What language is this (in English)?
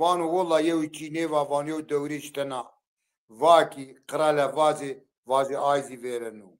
Zaza